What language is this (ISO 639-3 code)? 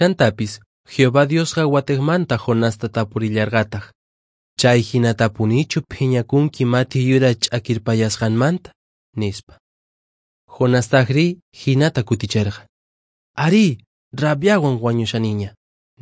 que